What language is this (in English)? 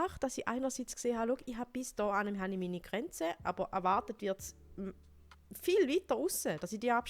Swiss German